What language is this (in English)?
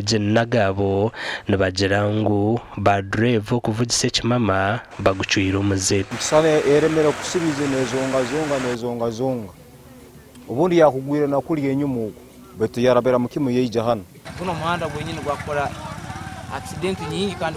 Nyankole